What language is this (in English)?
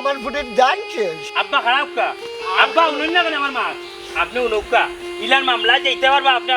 Sylheti